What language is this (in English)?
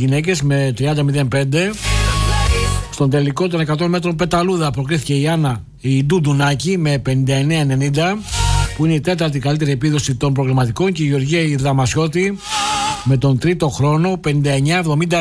Greek